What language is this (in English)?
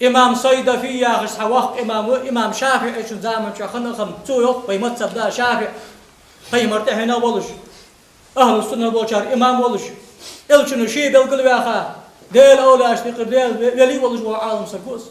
Ingush